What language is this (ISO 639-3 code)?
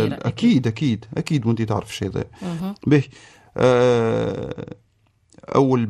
aeb